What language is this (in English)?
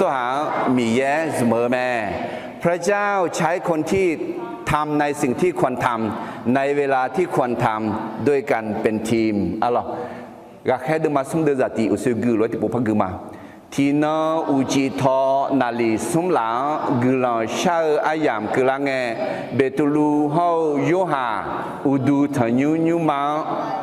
Akha